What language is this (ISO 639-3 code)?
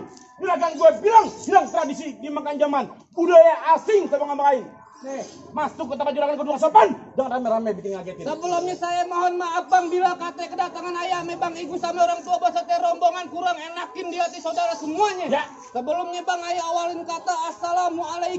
bew